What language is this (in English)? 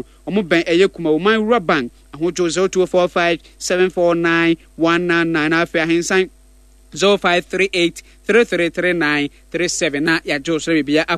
Akan